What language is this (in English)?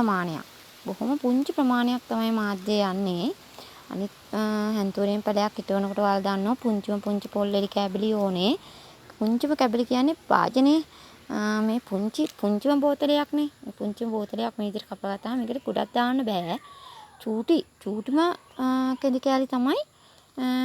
Sinhala